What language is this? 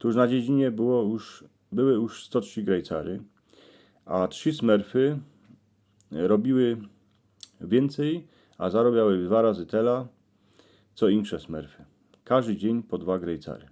Silesian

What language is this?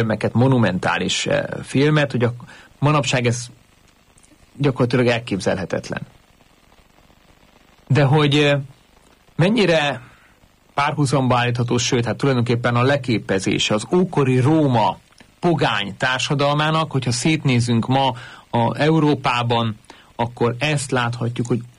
Hungarian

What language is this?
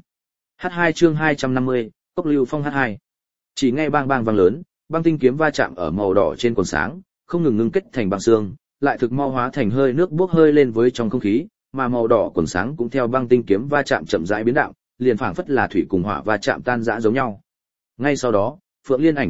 Vietnamese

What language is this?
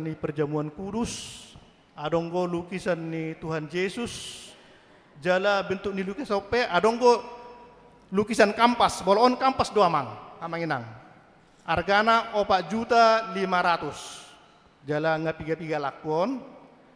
Batak Toba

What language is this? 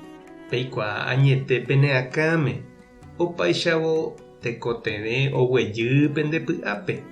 Guarani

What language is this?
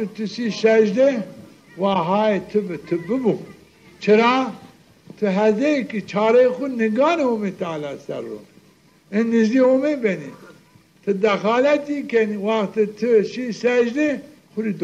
Zaza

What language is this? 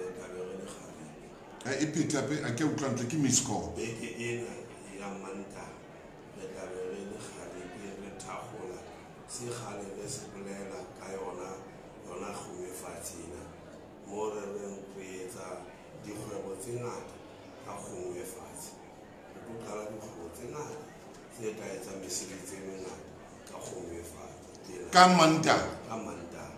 Southern Sotho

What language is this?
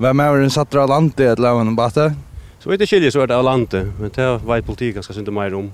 Faroese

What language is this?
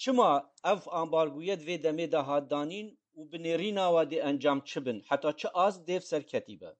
Kurdish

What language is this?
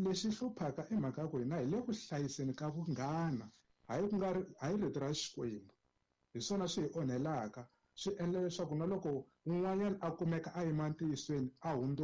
Tsonga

